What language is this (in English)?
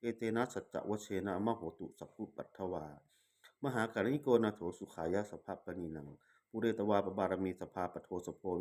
Pali